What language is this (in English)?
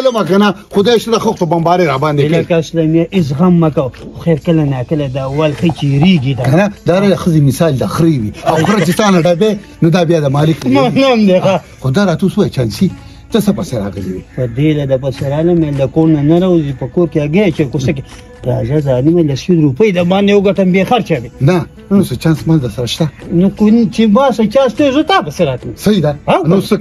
Pashto